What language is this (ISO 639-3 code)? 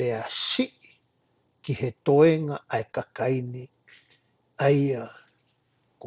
ton